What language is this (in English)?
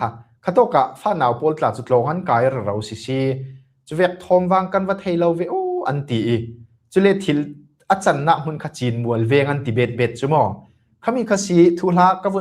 Falam Chin